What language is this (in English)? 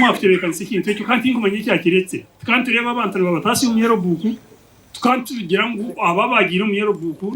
Nyankole